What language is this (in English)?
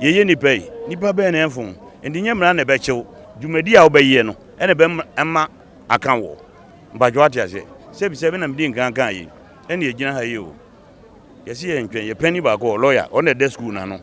Akan